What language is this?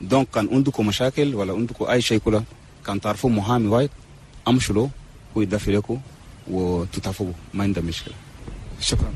Chadian Arabic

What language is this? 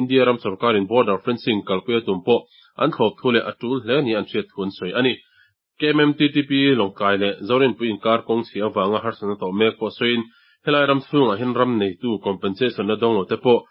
Mizo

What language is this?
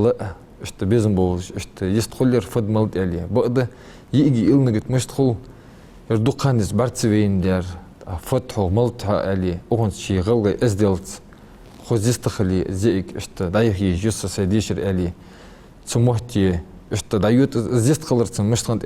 Ingush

